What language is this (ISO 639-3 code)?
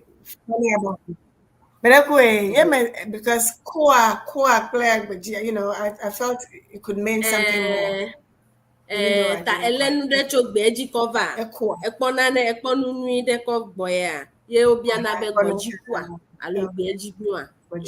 ewe